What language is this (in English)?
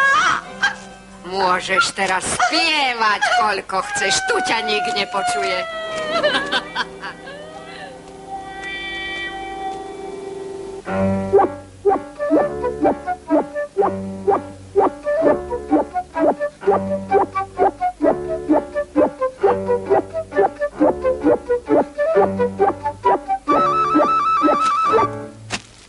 Slovak